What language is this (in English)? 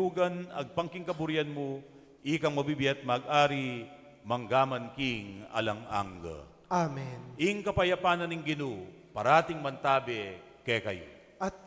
Pampanga